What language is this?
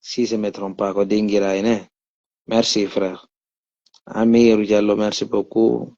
Fula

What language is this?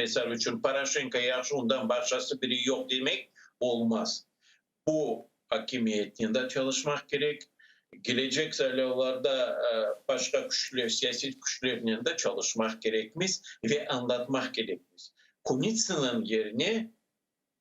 Crimean Tatar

